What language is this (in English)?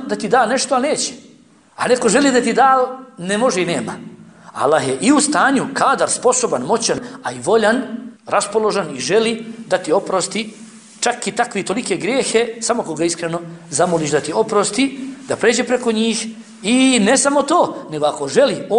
Bosnian